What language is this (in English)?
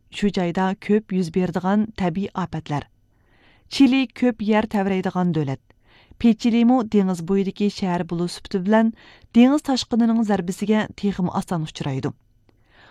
Uyghur